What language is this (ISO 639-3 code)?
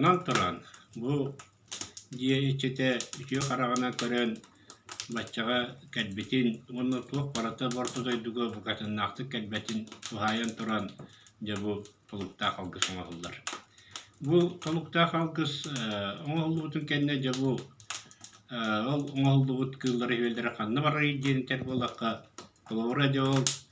sah